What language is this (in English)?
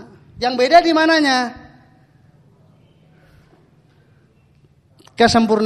Indonesian